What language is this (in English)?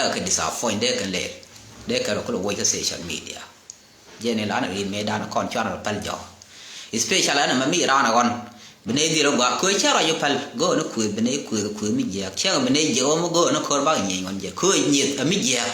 Nuer